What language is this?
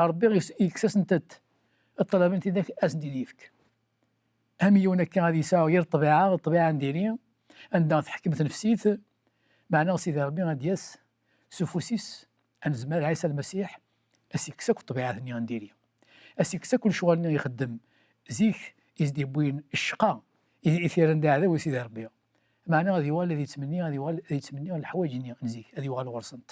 Kabyle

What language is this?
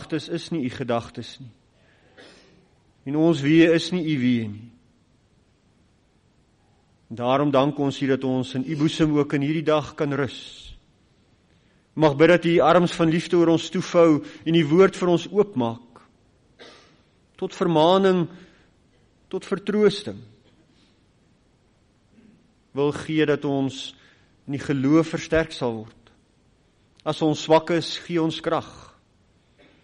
Afrikaans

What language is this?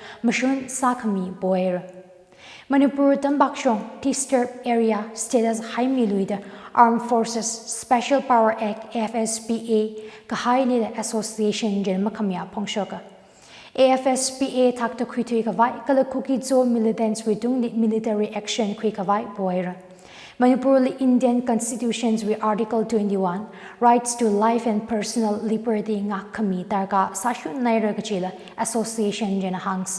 Tangkhul Naga (India)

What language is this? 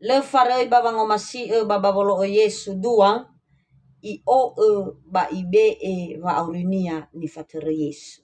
Nias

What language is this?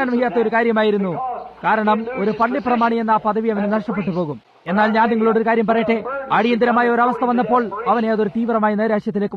Malayalam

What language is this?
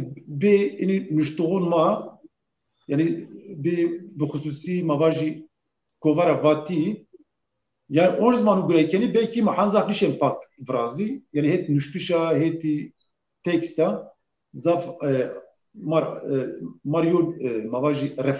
Zaza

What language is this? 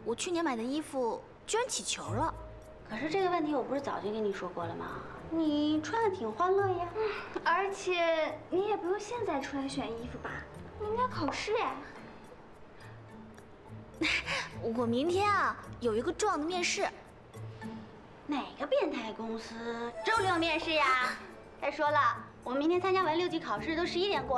Chinese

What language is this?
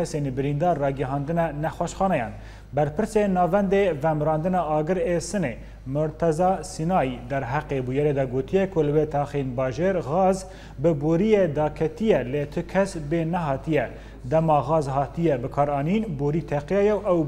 Kurdish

